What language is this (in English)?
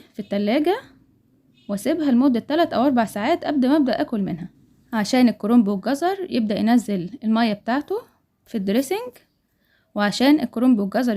Egyptian Arabic